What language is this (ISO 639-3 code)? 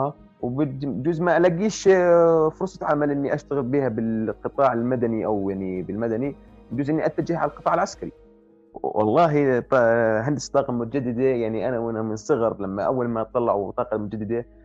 apc